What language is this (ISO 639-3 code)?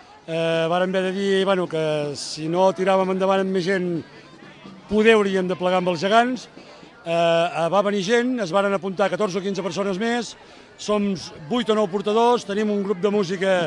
cat